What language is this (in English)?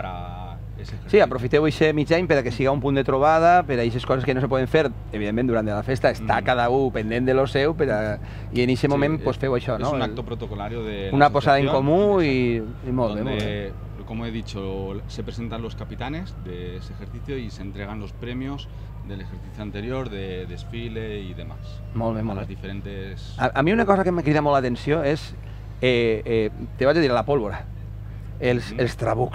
Catalan